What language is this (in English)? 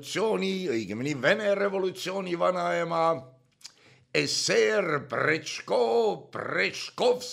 Estonian